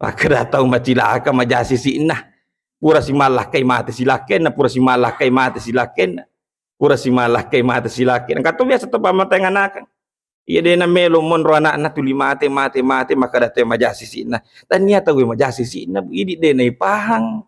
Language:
Buginese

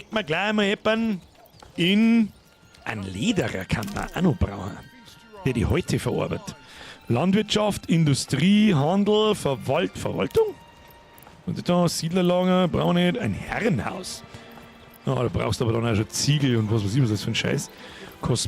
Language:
Bavarian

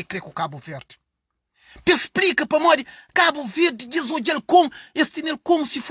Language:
Kabuverdianu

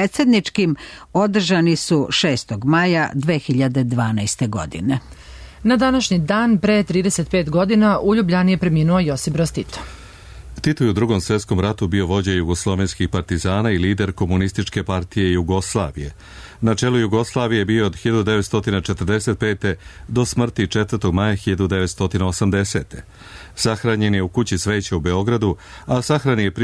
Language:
Serbian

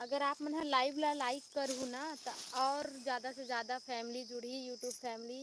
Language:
Chhattisgarhi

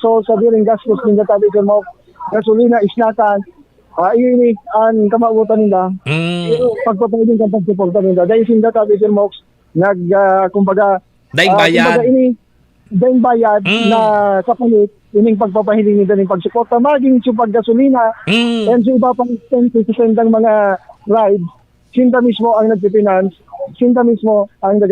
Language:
Bikol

